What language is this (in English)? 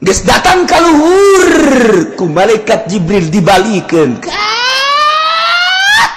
Sundanese